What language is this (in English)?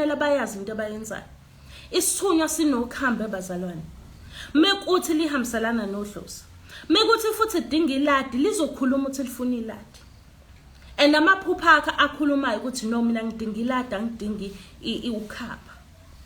Zulu